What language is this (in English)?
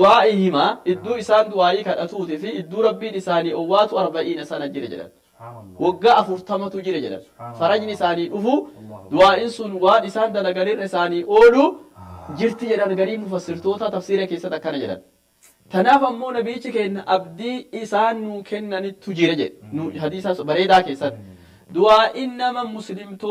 Oromo